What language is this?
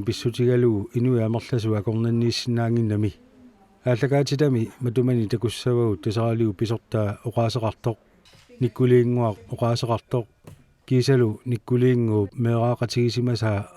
Kalaallisut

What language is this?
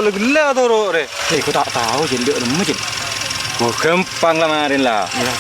Madurese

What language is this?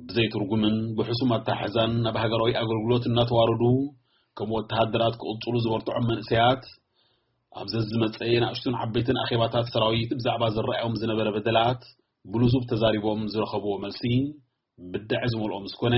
Tigrinya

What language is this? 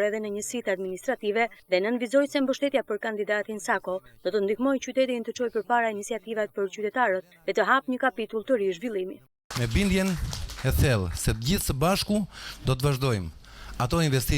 Albanian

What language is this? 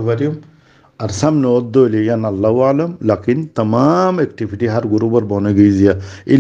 Rohingya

